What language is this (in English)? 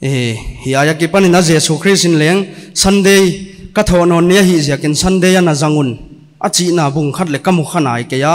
Paite Chin